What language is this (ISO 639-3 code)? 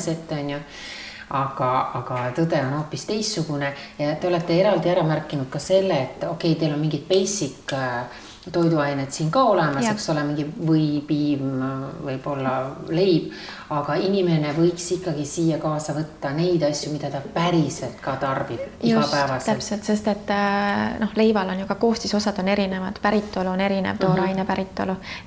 est